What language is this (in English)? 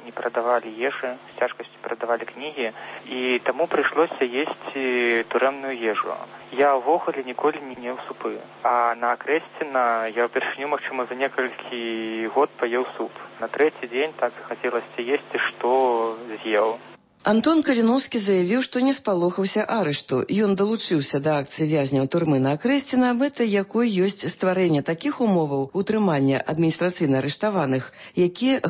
Belarusian